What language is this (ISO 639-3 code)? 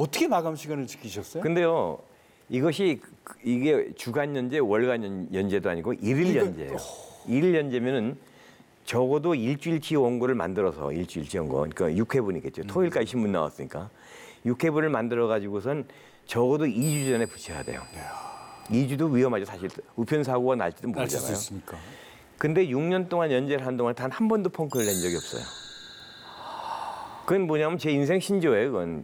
kor